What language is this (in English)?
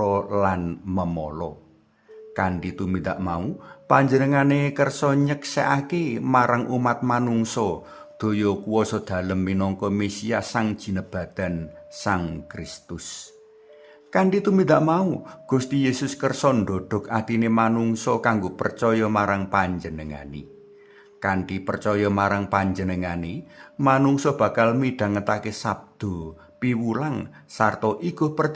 Javanese